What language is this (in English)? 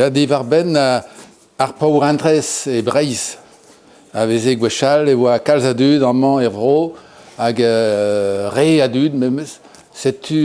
Breton